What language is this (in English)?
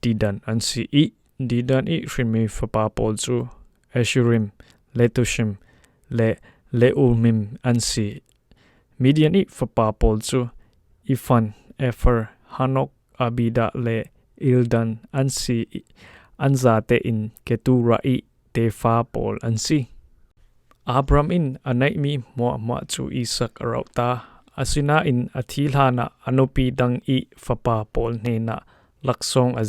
Falam Chin